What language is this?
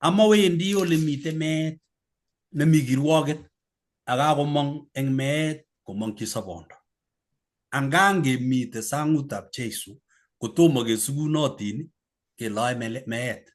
Kalenjin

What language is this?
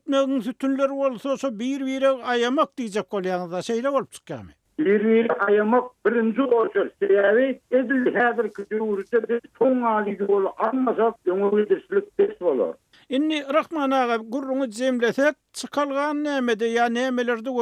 Turkmen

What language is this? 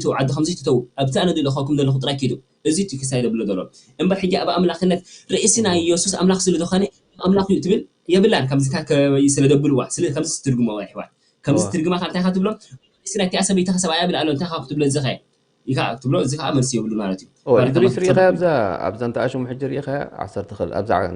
Tigrinya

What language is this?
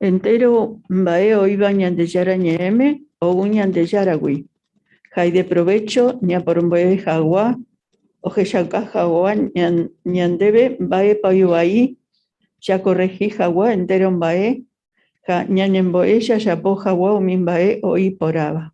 Guarani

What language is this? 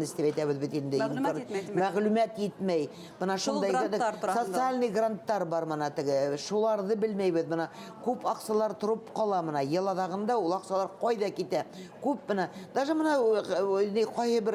Bashkir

